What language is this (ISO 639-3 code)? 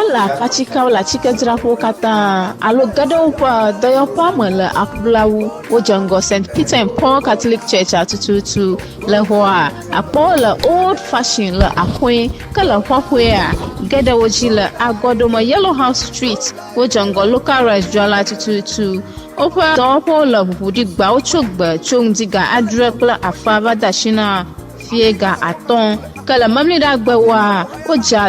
ewe